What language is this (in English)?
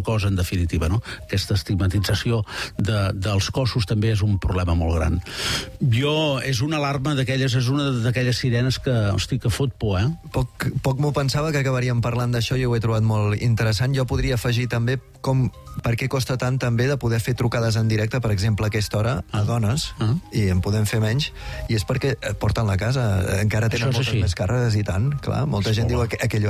Catalan